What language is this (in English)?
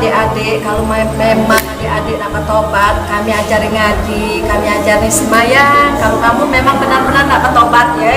Musi